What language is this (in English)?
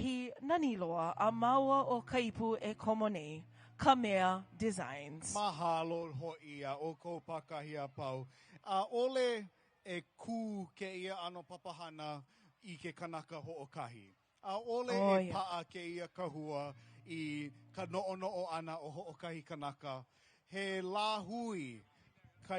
Hawaiian